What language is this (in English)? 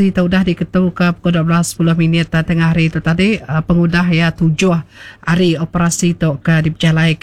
Iban